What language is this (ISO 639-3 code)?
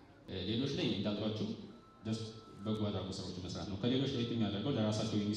amh